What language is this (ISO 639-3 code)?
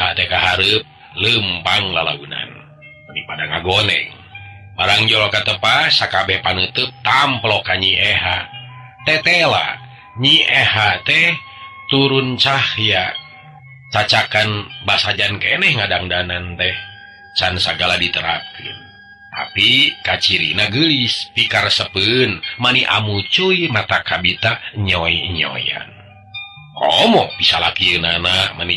sun